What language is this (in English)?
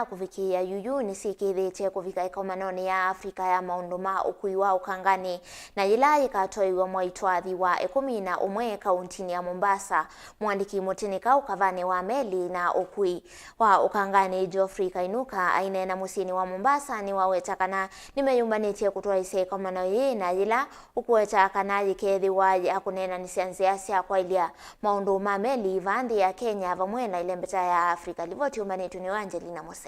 Kamba